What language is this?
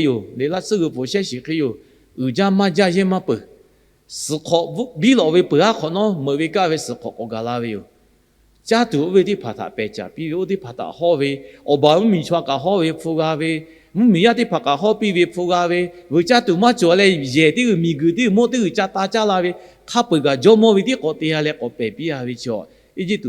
Lahu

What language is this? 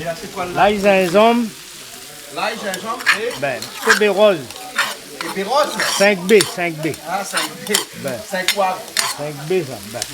Réunion Creole French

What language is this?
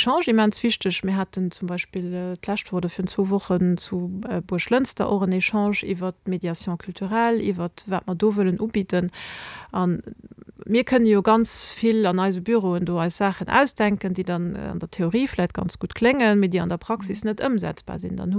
Luxembourgish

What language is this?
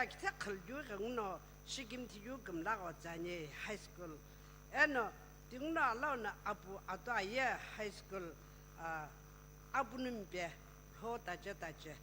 Sumi Naga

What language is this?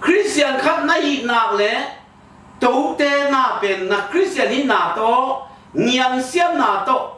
Tedim Chin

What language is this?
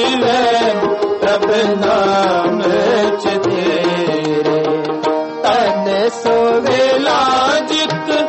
Punjabi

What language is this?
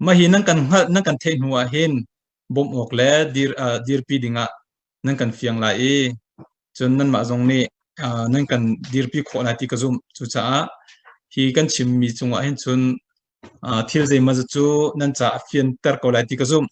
Hakha Chin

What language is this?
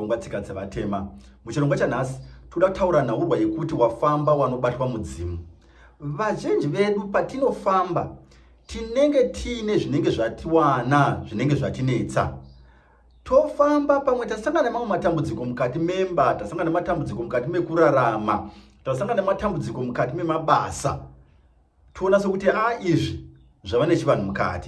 Shona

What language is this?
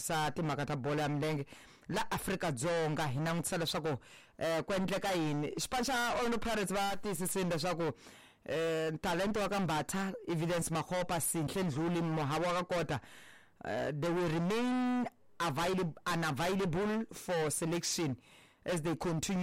Tsonga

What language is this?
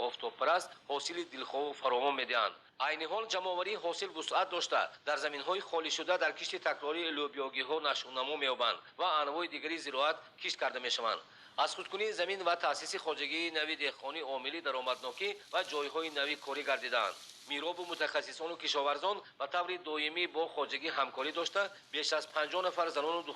Tajik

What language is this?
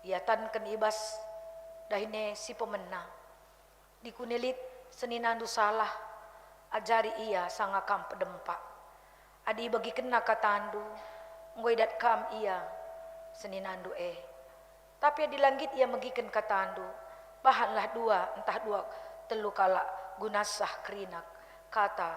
Batak Karo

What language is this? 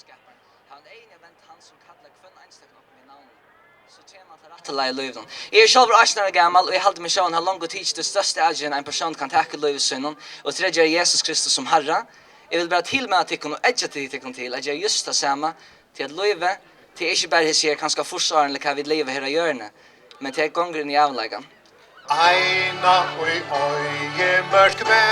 Faroese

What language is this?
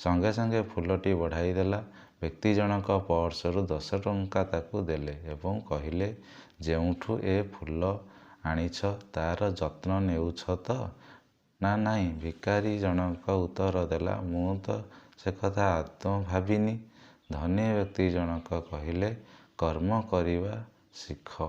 Odia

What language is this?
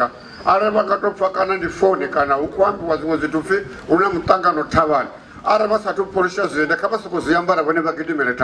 Venda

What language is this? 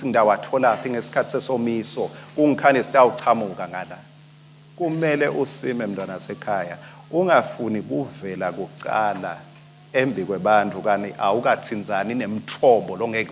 Swati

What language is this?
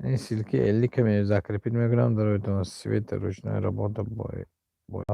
Tajik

